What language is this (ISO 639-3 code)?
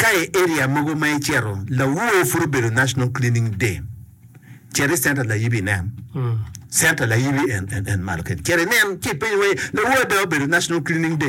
ach